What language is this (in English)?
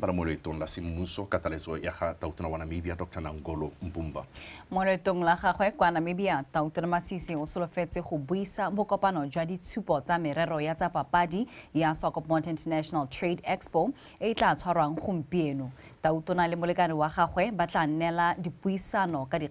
Tswana